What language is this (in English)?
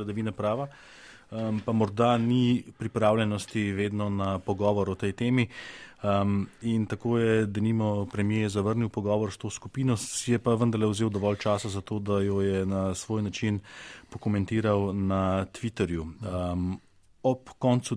Slovenian